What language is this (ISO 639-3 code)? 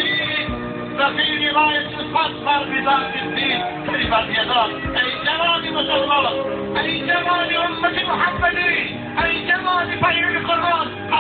tgk